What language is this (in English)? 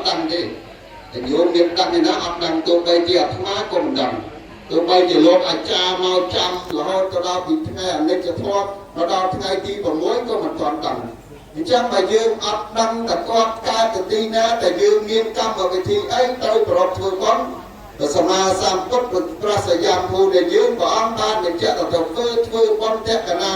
Khmer